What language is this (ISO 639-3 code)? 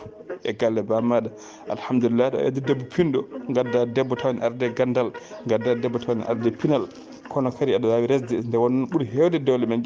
ful